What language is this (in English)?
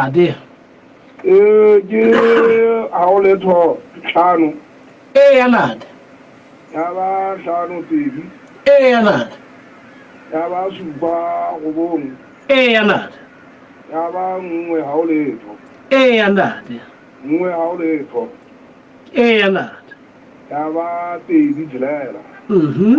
Southern Sotho